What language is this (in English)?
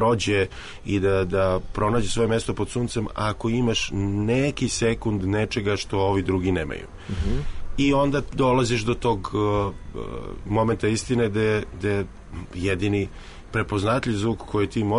Serbian